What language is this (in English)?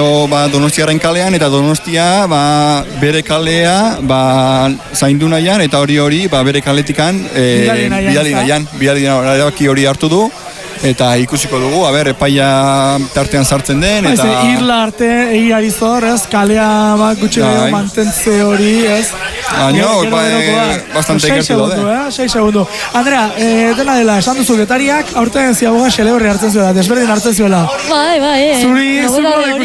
Basque